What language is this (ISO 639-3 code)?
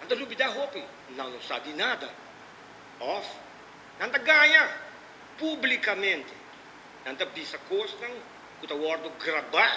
pap